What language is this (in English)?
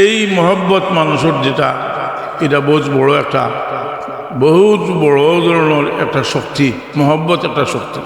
Sylheti